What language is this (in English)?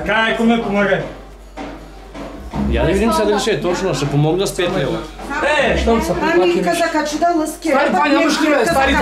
Bulgarian